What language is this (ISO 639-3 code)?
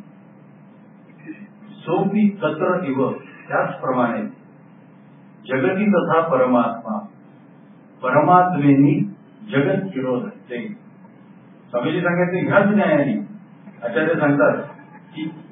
mar